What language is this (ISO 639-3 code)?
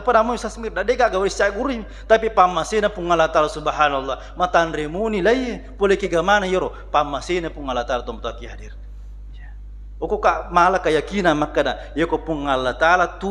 bug